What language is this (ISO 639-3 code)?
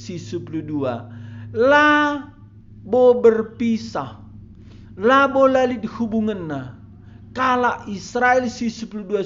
btx